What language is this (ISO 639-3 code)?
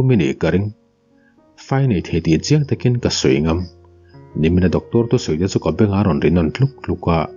lus